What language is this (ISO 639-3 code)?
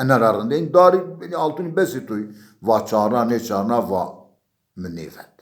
zza